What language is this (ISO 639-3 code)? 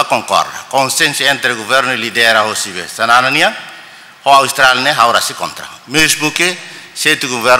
tet